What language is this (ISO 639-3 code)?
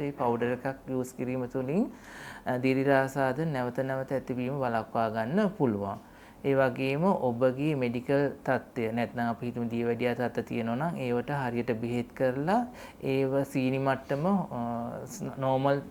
sin